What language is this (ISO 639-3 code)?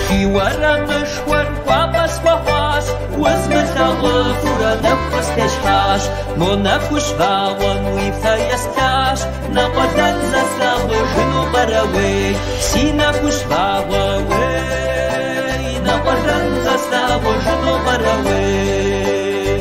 kbd